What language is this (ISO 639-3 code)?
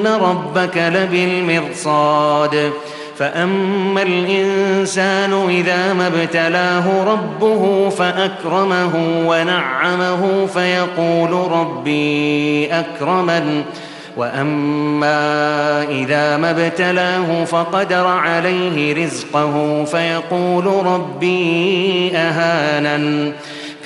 ara